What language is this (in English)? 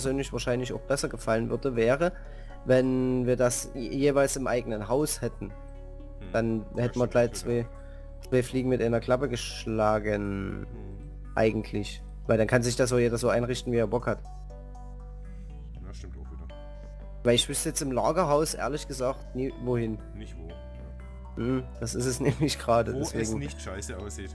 German